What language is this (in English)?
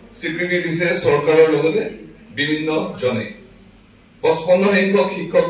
Assamese